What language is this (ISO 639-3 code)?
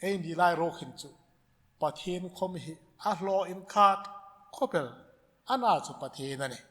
hmr